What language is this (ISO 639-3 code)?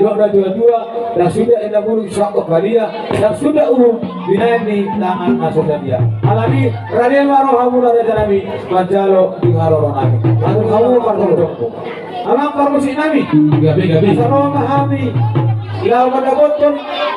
bbc